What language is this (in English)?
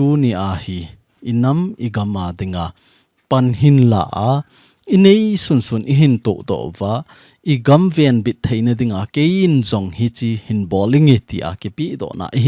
Thado Chin